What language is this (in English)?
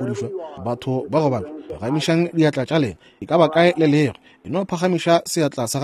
Northern Sotho